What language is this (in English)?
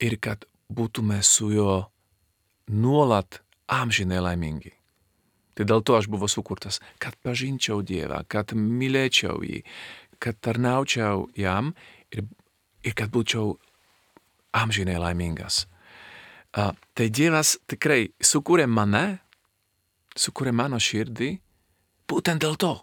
Lithuanian